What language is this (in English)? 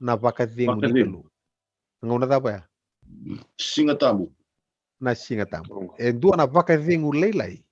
Fijian